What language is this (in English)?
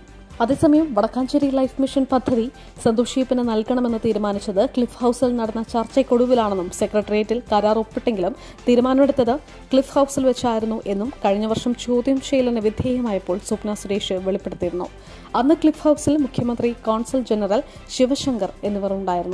Malayalam